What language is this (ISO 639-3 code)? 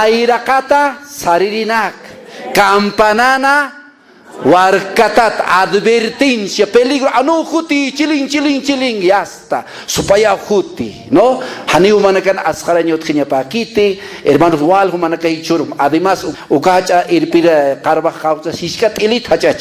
aym